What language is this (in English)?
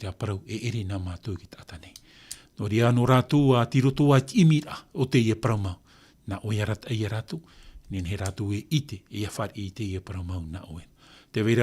Tahitian